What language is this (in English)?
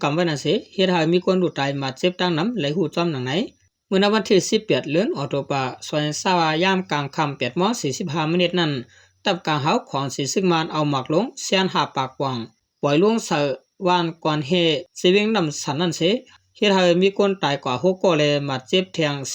Shan